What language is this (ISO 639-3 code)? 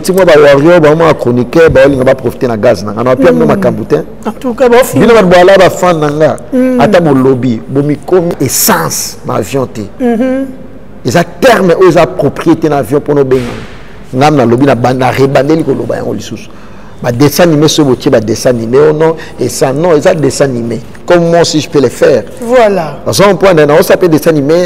lin